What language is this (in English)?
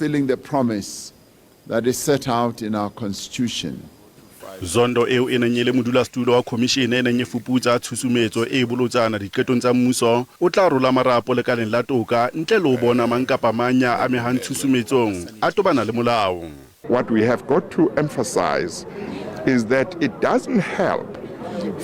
Southern Sotho